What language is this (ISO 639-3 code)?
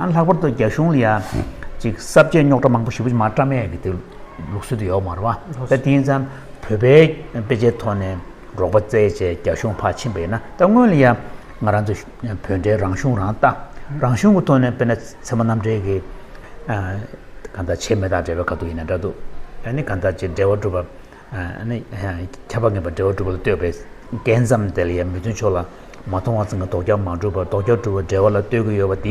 bod